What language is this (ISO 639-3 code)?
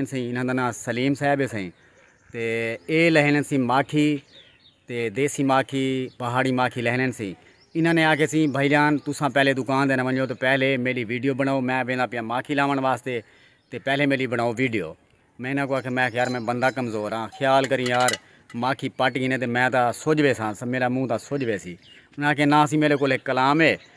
skr